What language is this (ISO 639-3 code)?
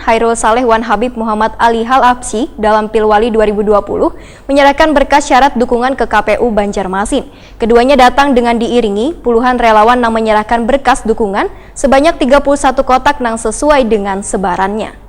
bjn